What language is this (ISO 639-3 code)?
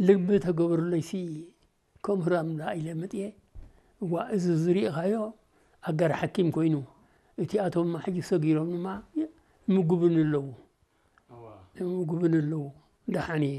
tir